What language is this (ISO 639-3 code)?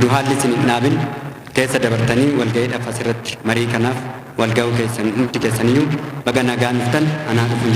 orm